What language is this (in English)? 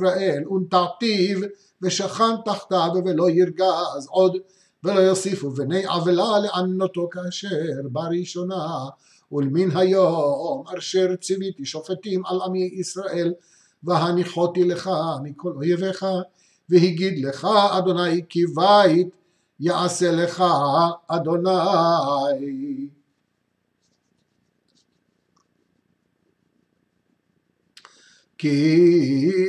Hebrew